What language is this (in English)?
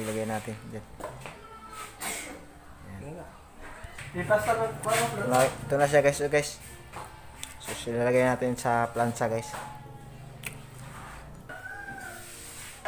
Filipino